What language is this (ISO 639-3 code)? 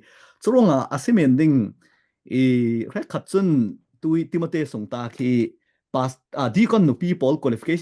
cfm